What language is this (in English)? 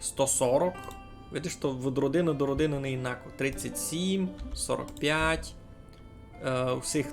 Rusyn